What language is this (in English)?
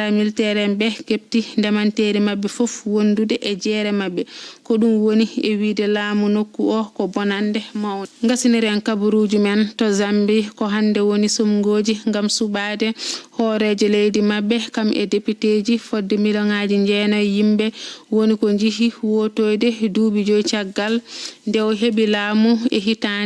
Fula